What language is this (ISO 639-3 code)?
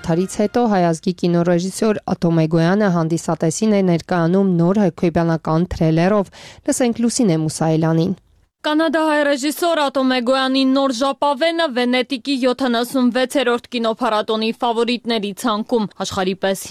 hye